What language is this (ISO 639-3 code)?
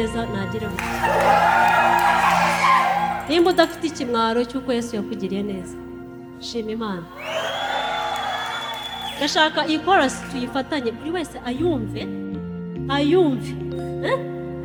kin